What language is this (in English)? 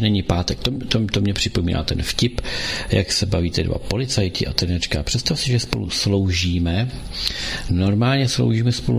Czech